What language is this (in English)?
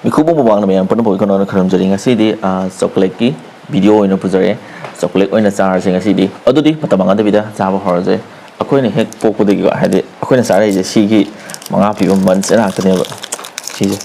Manipuri